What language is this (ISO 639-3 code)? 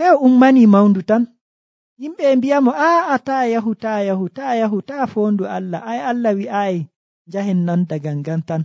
fuv